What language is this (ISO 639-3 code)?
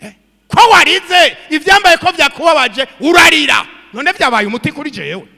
run